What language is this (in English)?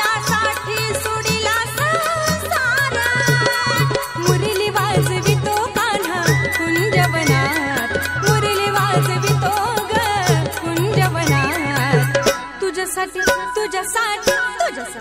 Marathi